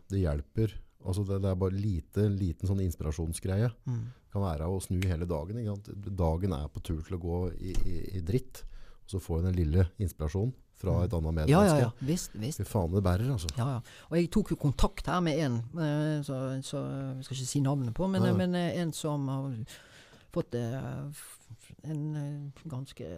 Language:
Norwegian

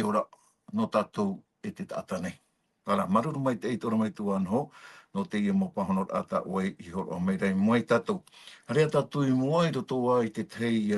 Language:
Tahitian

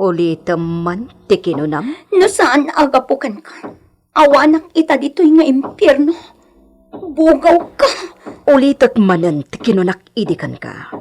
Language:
Iloko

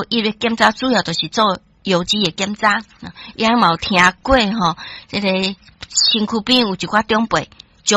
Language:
Min Nan Chinese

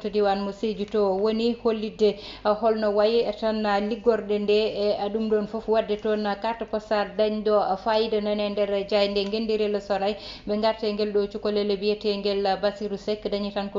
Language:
Fula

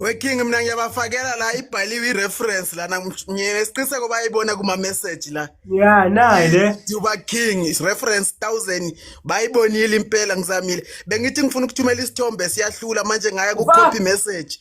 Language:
Zulu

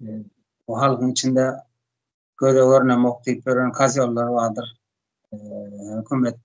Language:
Turkmen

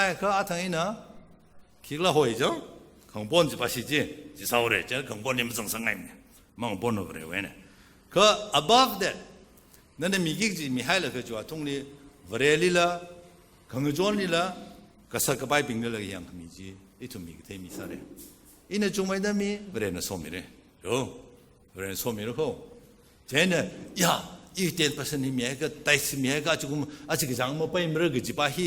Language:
Tangkhul Naga (India)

